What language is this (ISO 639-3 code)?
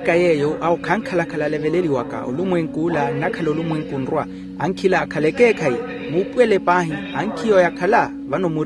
vmw